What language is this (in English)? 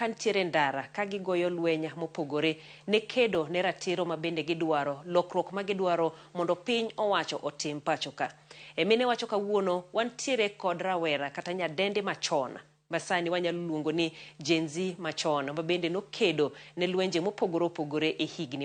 Luo (Kenya and Tanzania)